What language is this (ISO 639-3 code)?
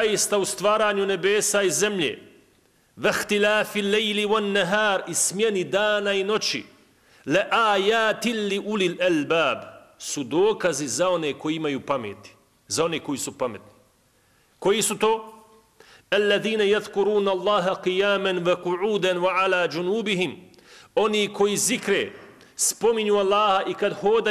bos